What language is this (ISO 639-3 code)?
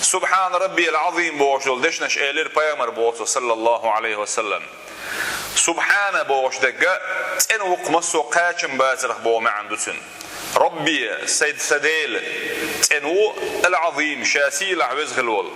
che